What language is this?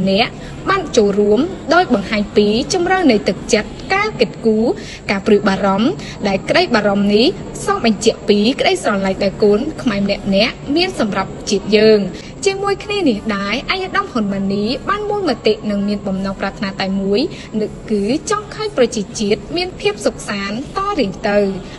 Khmer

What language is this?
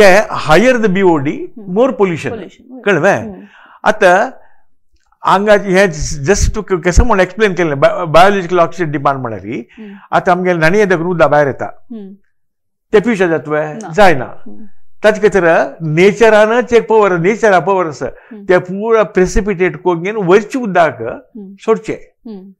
Konkani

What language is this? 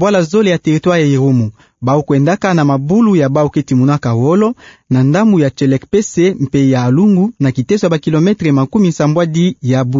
Kituba (Democratic Republic of Congo)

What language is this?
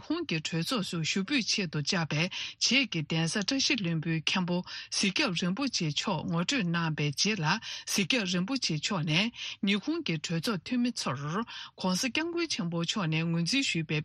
Tibetan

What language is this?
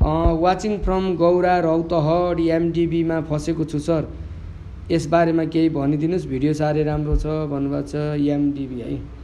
Nepali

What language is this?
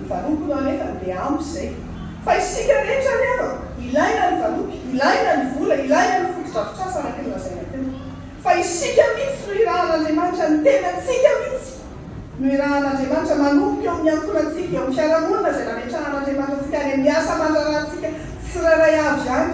Malagasy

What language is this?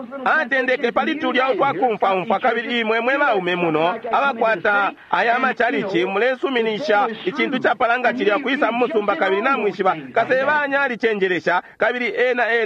Bemba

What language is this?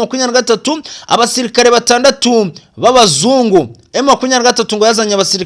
Kinyarwanda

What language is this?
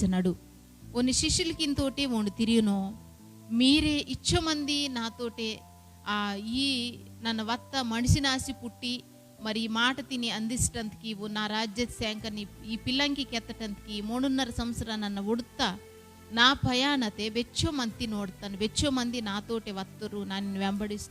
Koya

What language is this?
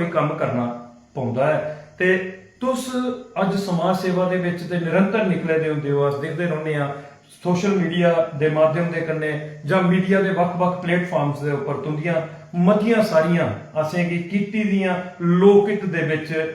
Dogri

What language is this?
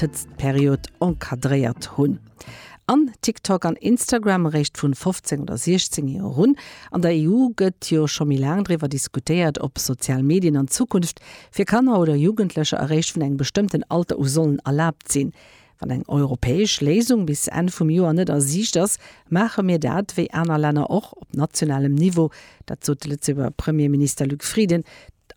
Luxembourgish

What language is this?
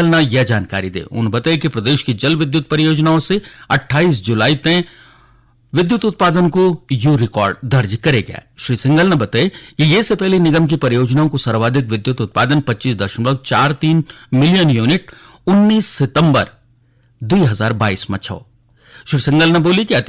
Garhwali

